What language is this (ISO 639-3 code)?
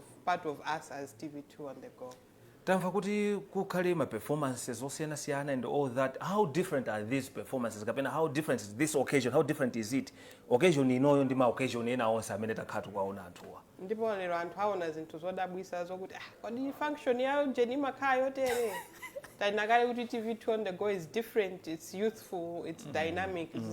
nya